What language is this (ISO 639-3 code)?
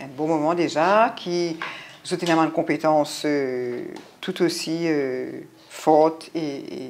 mfe